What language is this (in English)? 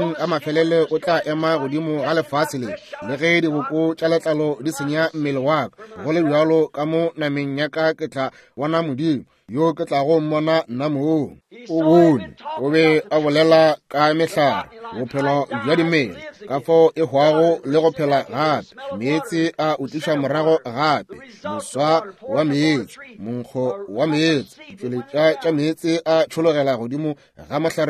Northern Sotho